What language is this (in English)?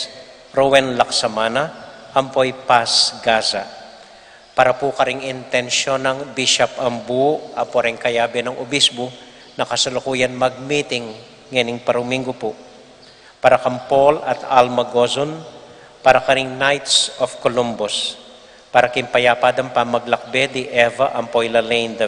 Pampanga